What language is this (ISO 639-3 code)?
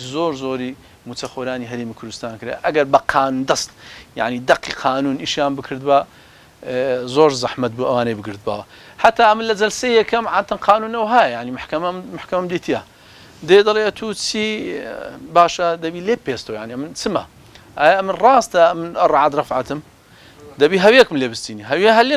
ckb